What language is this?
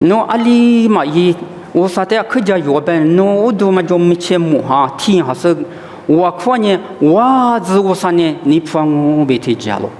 Lisu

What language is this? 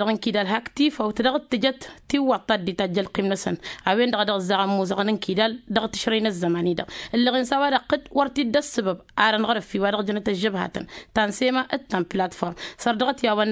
Tamasheq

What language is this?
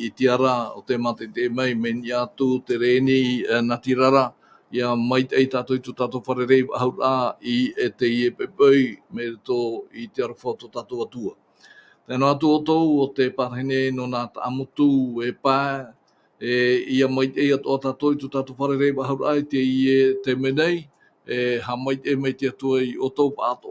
Tahitian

